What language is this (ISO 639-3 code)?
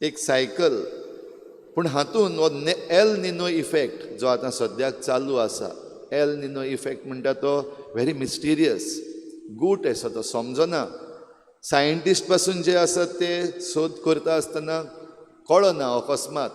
kok